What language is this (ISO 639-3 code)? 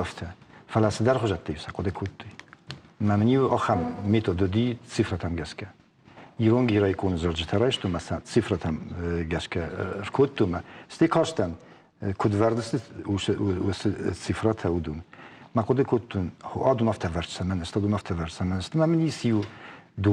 oss